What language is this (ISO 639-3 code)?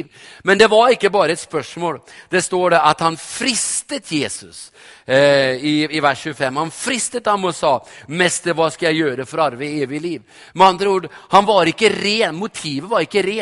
nor